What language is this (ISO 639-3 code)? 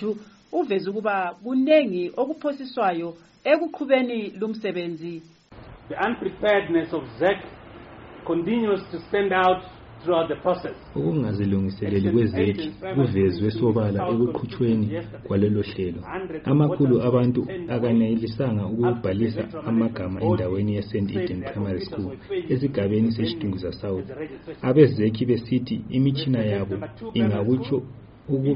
nde